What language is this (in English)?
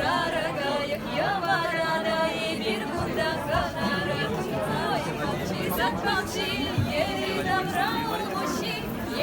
Chuvash